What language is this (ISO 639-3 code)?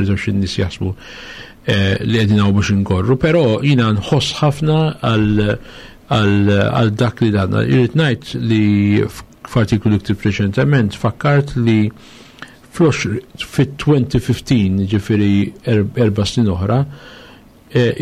mlt